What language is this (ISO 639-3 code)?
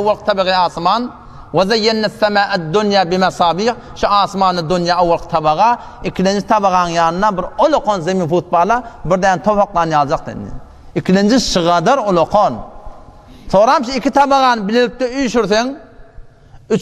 tuk